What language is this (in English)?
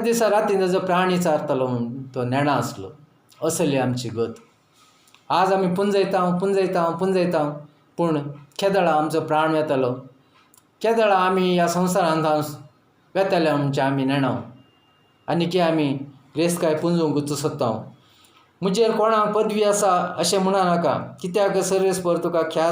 Konkani